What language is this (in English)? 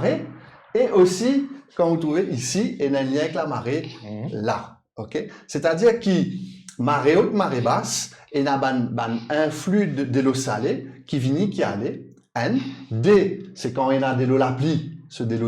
Morisyen